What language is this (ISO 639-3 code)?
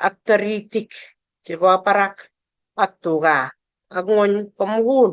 kln